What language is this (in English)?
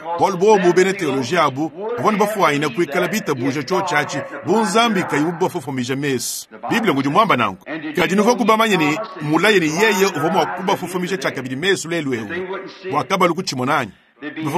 Luba-Lulua